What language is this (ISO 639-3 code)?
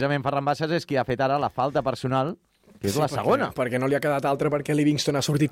cat